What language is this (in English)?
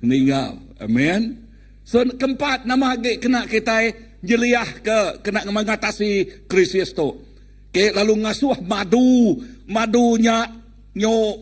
Iban